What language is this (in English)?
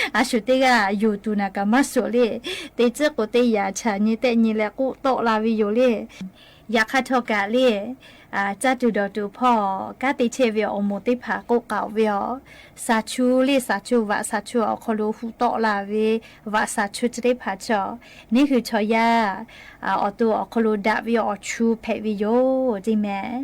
Lahu